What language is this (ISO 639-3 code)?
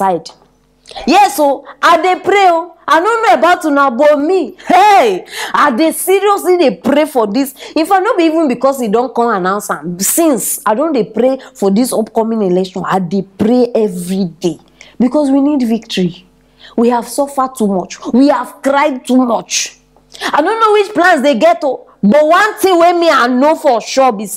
pcm